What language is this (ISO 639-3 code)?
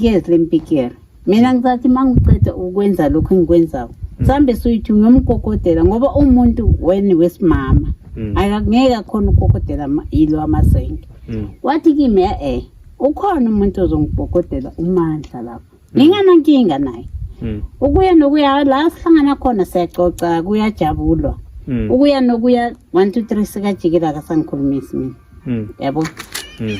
zul